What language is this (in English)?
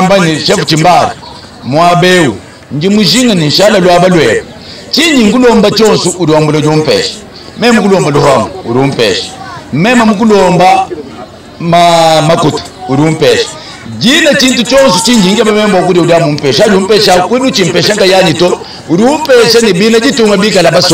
Luba-Lulua